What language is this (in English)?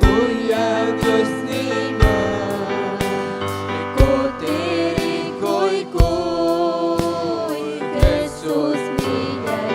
Ayacucho Quechua